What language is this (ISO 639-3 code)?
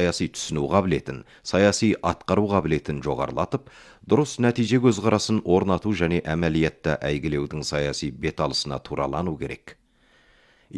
kaz